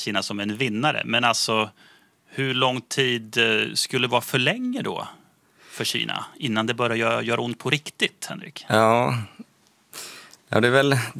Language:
Swedish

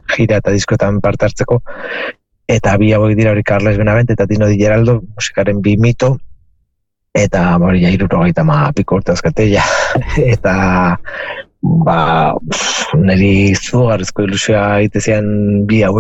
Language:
Basque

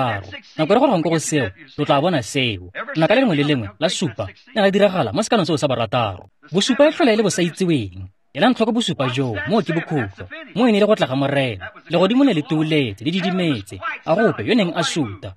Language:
Tswana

